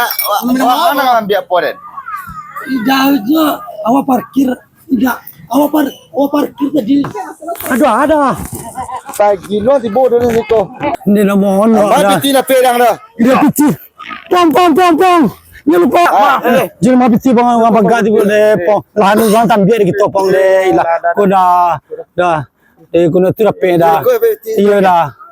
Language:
Minangkabau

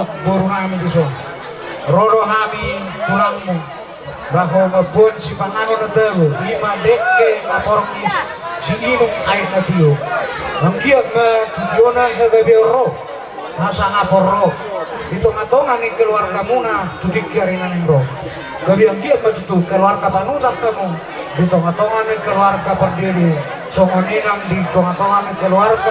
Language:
Batak Toba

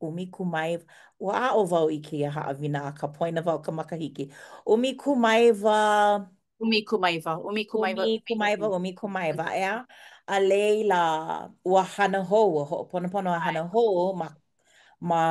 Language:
Hawaiian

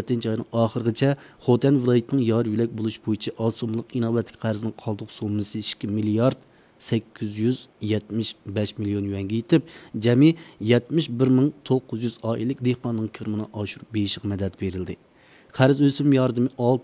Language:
Uyghur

